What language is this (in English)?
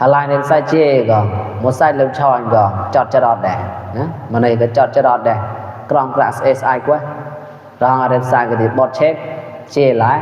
Mon